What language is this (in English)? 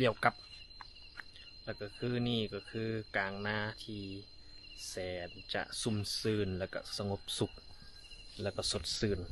Lao